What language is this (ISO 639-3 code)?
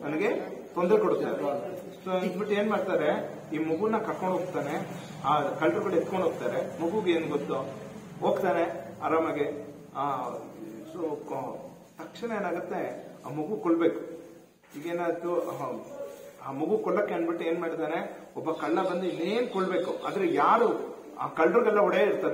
kan